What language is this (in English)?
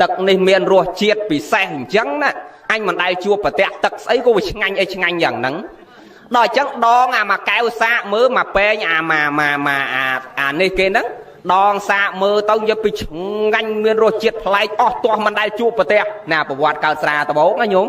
Khmer